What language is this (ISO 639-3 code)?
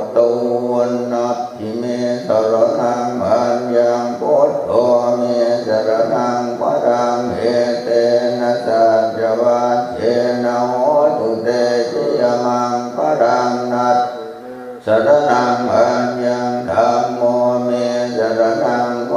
pli